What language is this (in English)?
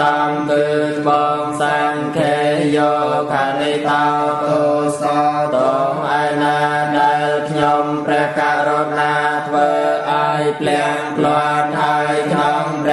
Khmer